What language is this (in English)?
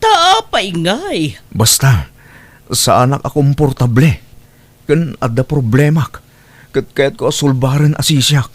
Iloko